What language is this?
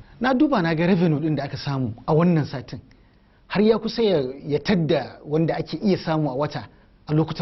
Hausa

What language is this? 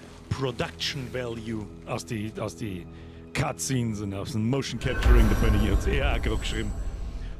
Bavarian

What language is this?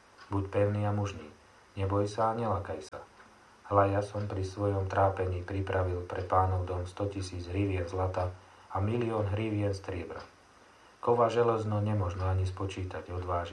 Slovak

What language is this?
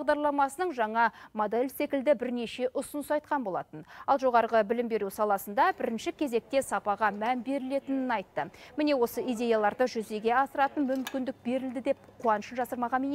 Kazakh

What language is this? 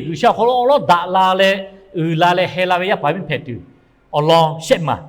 Lahu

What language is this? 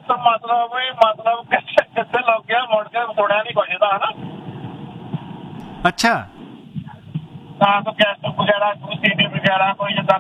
Punjabi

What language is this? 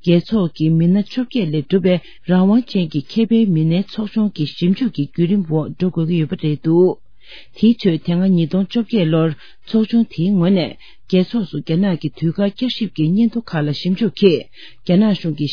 Tibetan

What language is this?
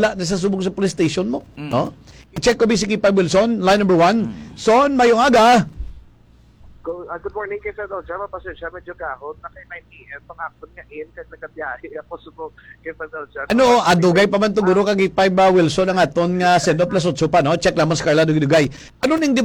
Hiligaynon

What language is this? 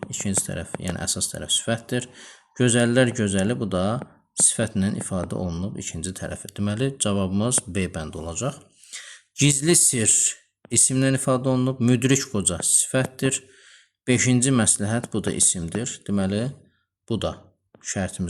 Azerbaijani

